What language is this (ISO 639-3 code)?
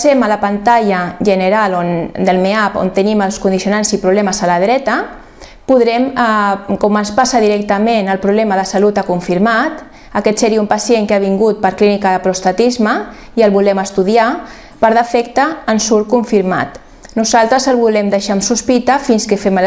cat